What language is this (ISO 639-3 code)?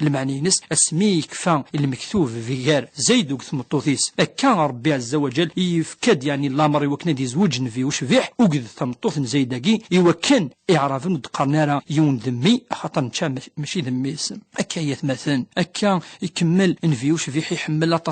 kab